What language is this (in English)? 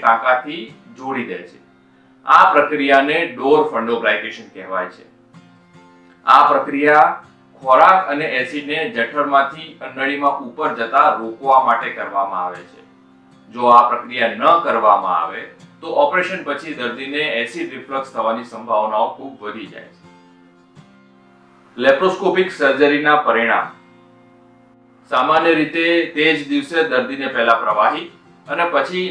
Gujarati